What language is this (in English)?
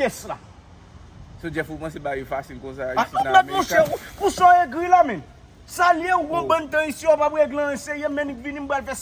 Haitian Creole